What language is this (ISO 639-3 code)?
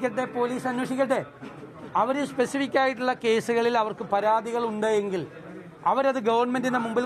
mal